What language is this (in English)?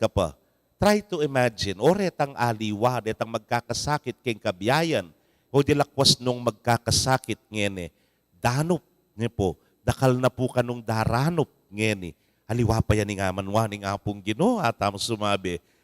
Pampanga